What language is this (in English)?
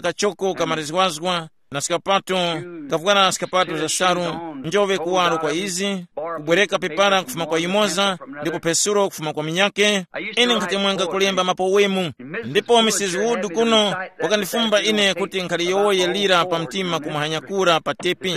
Tumbuka